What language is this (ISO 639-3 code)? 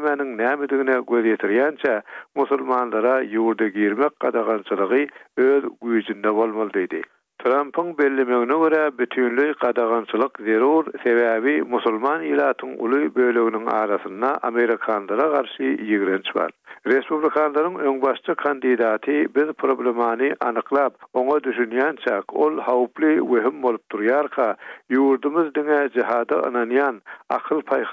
tuk